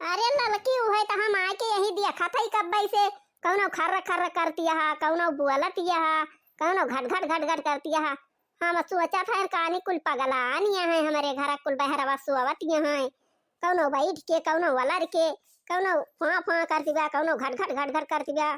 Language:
Awadhi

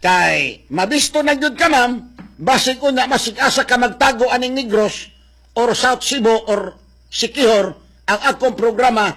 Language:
Cebuano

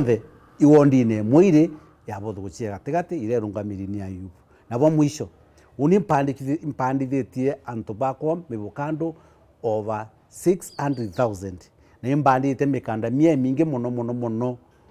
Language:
Meru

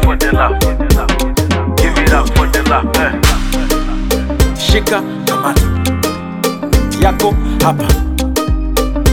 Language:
Swahili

